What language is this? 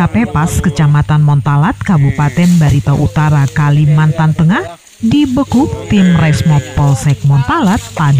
Indonesian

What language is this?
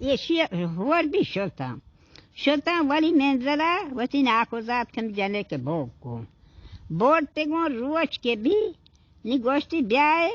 Baluchi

